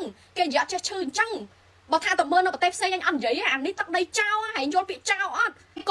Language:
Khmer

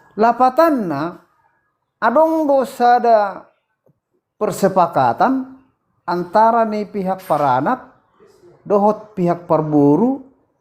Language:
Batak Toba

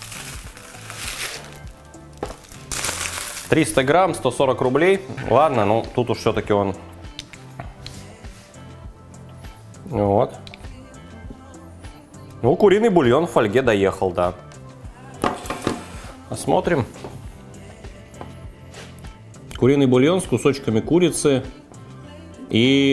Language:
Russian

